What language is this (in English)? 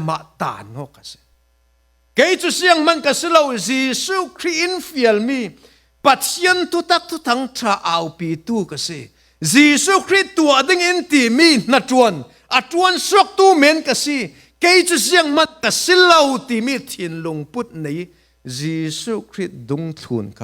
Falam Chin